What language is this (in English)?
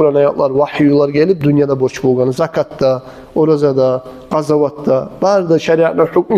Kumyk